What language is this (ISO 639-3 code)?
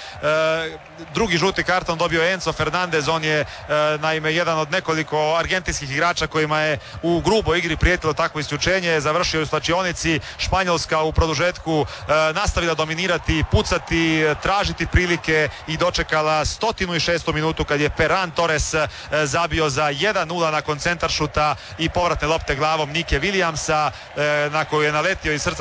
hrv